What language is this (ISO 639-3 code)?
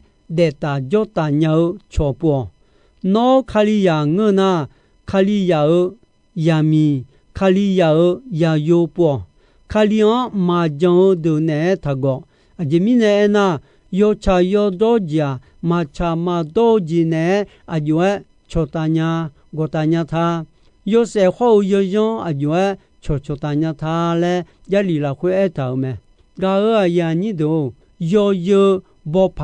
ahk